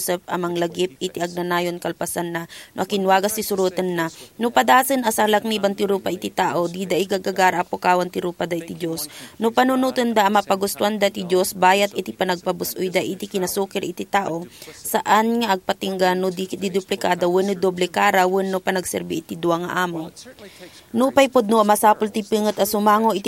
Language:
Iloko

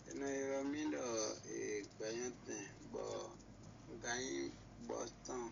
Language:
Fon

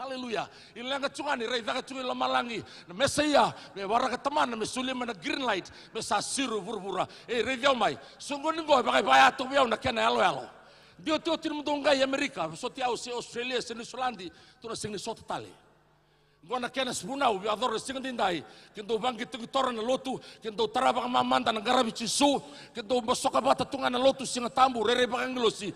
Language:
Fijian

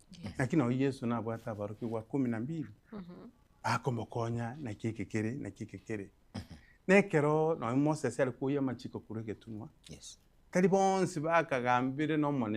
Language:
Gusii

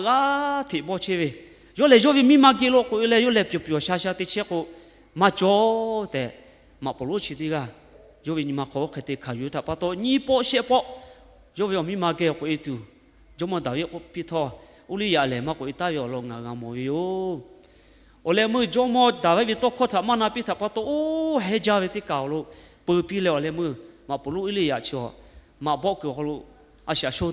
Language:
Lahu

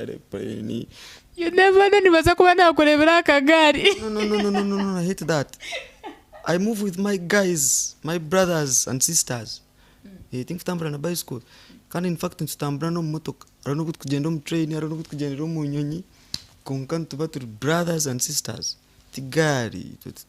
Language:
Nyankole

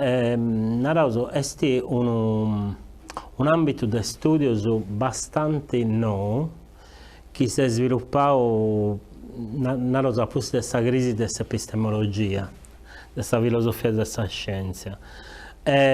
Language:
Sardinian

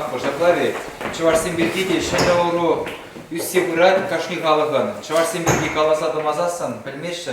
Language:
Chuvash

